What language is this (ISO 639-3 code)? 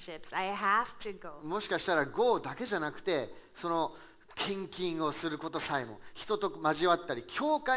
jpn